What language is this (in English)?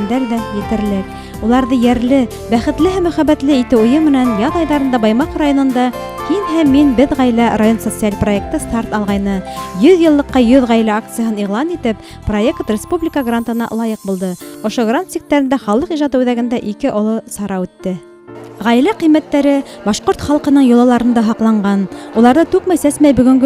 Bashkir